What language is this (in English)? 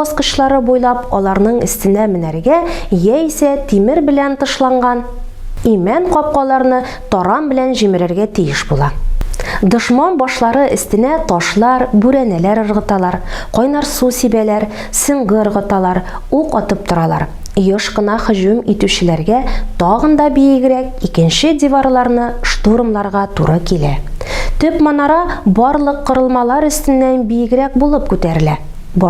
Tatar